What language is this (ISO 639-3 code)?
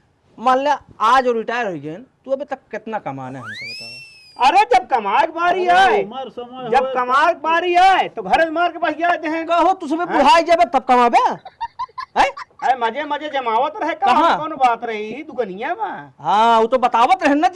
awa